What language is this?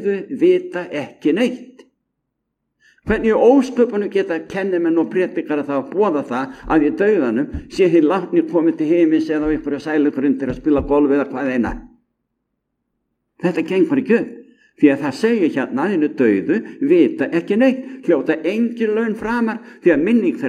Icelandic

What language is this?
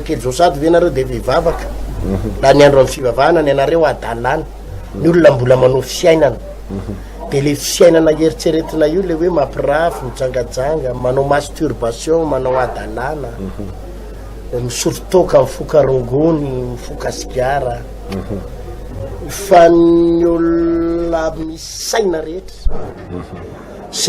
Malagasy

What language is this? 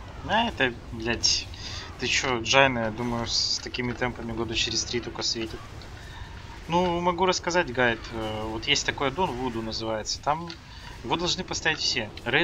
Russian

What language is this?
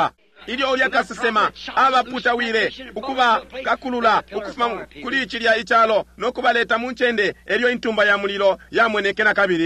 Bemba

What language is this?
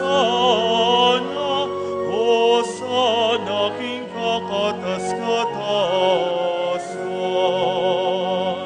Pampanga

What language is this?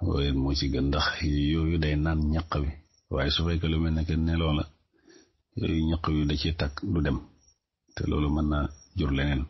Wolof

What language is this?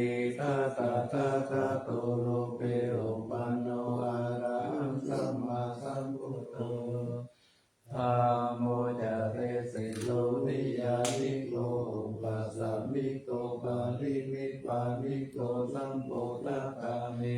Pali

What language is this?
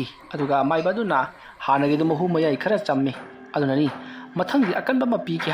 Manipuri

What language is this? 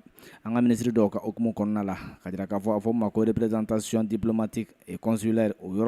Bambara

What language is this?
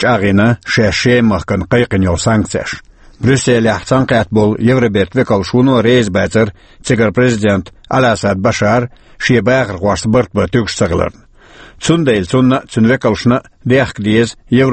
Chechen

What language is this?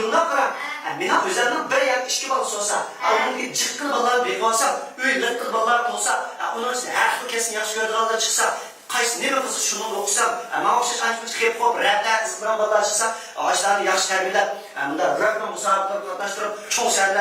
Uyghur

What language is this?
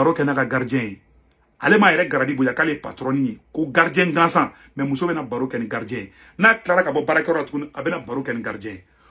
Bambara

